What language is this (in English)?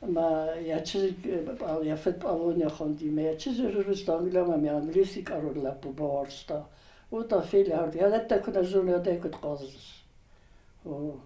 Ossetic